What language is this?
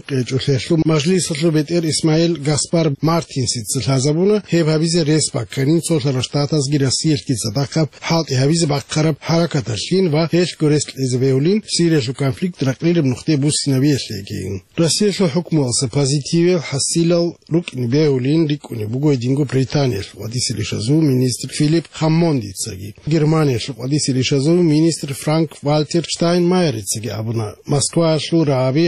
Avaric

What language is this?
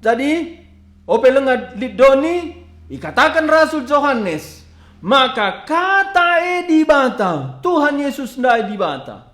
Batak Karo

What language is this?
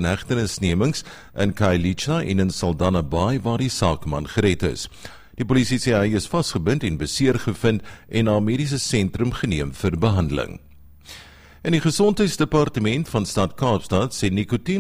Afrikaans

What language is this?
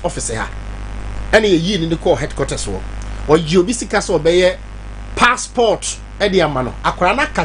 Akan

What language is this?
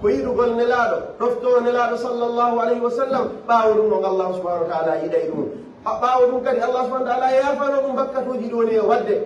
Pular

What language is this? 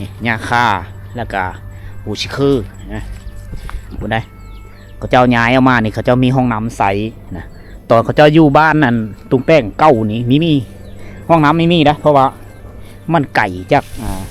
Lao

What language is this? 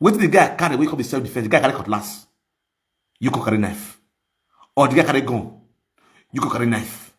Nigerian Pidgin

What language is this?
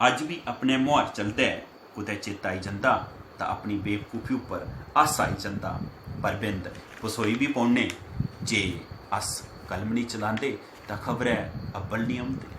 Dogri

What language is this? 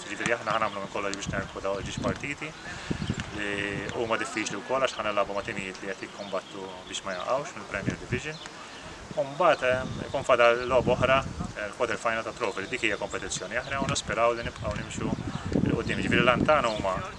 Maltese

